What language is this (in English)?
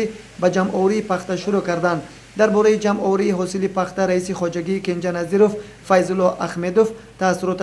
Tajik